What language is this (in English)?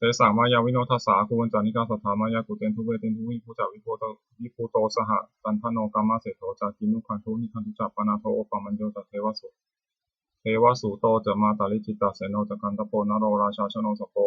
Pali